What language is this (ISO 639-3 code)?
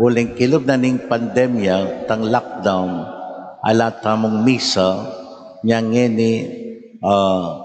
pam